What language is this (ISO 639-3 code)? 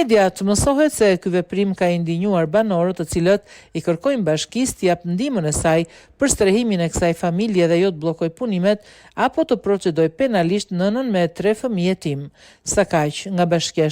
sqi